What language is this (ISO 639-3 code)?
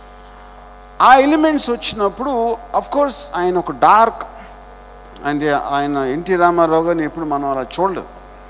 tel